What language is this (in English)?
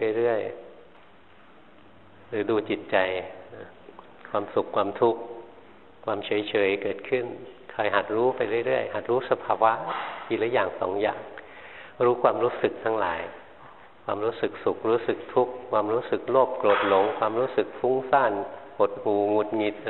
Thai